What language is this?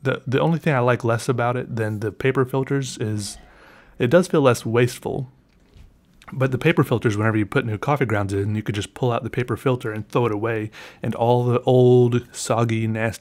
English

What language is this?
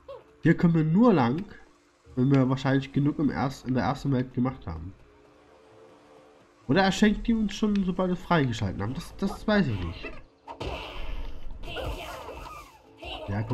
German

